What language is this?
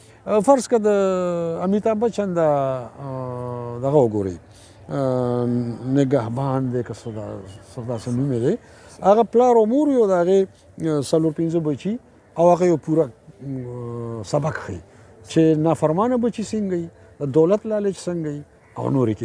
Pashto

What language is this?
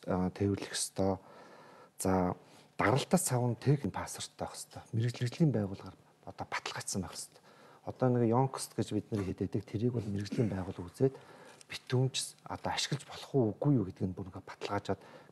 Mongolian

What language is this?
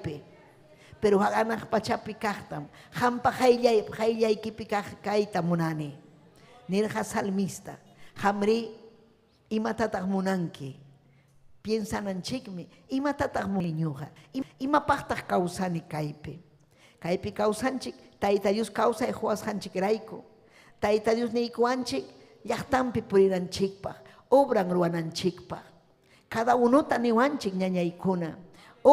Ayacucho Quechua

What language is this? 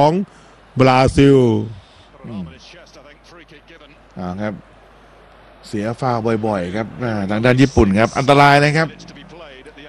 Thai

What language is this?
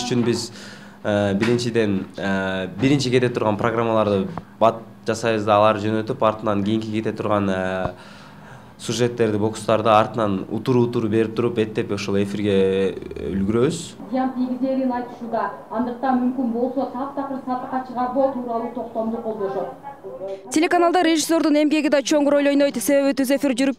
Kyrgyz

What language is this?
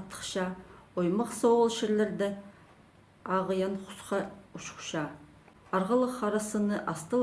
Khakas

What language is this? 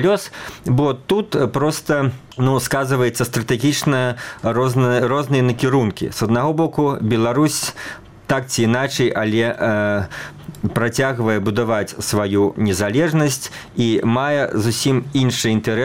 Belarusian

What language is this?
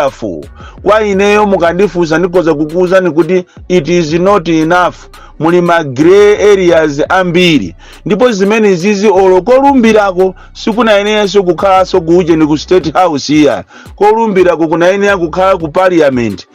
Nyanja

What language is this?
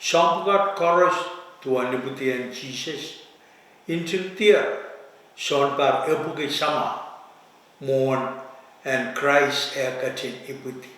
Pohnpeian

